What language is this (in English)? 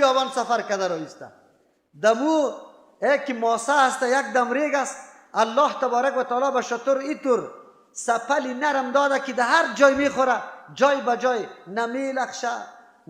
Persian